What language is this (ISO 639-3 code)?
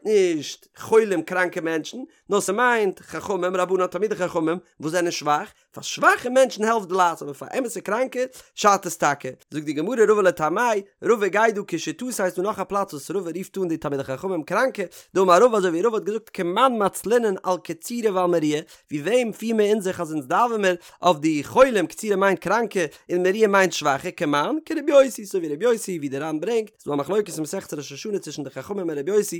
yid